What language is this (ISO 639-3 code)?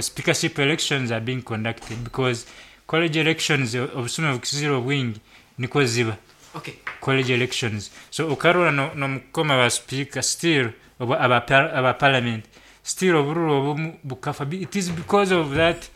nyn